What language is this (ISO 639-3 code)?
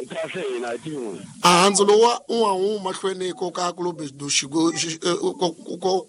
tso